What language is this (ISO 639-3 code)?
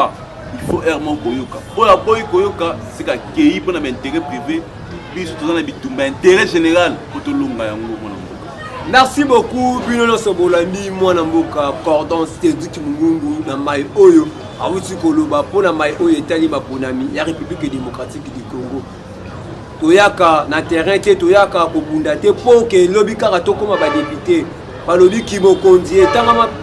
lin